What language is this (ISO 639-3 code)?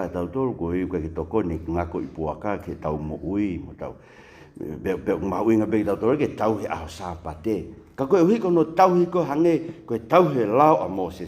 ton